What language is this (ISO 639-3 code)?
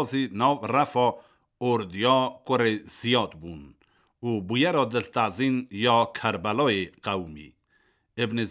kur